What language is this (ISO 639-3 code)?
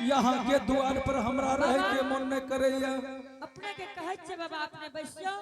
anp